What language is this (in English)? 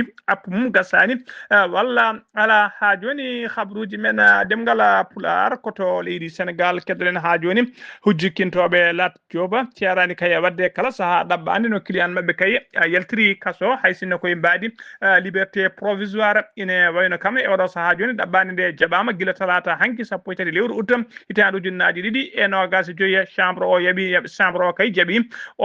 Fula